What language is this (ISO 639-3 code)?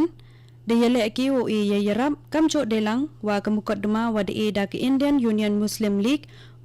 kha